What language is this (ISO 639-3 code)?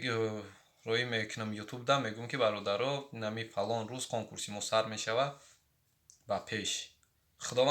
tgk